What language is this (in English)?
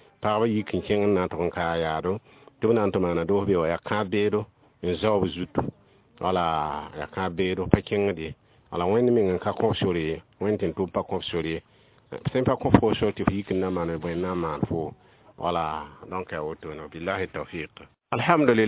Mossi